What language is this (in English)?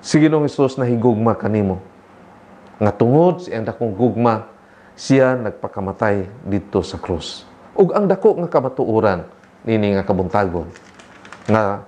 Cebuano